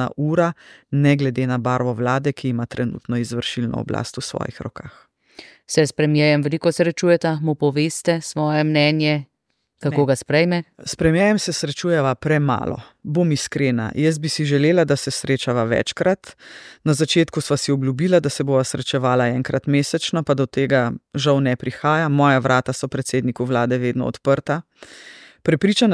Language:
Slovenian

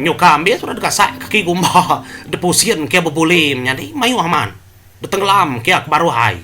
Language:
Iban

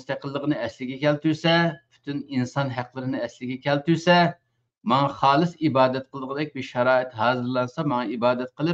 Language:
Uyghur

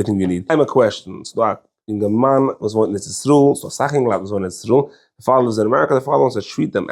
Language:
Yiddish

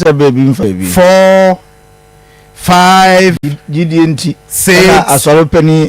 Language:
Akan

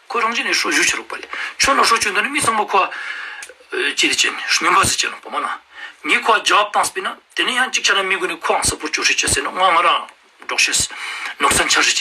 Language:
Ladakhi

